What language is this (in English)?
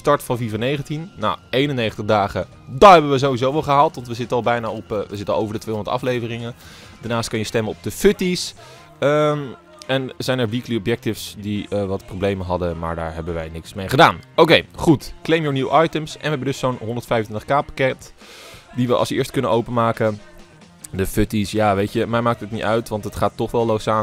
Dutch